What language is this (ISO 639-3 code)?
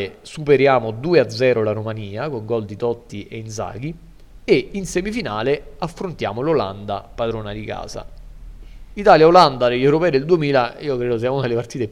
ita